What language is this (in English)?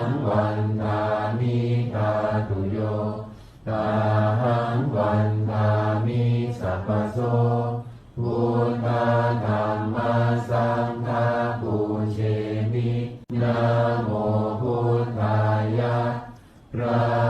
Pali